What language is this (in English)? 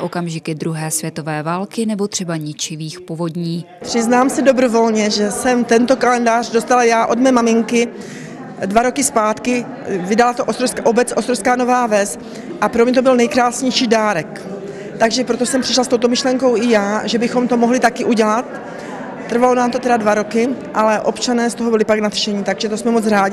Czech